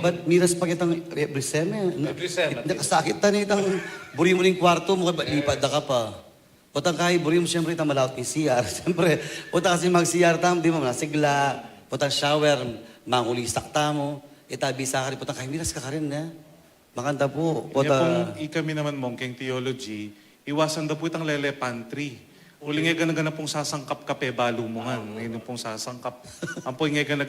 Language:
Pampanga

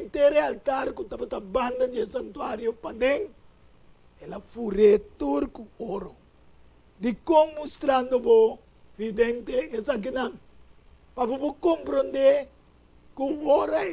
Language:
Papiamento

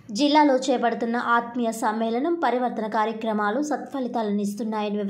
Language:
Telugu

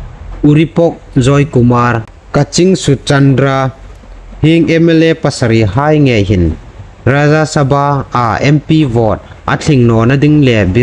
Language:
Hmar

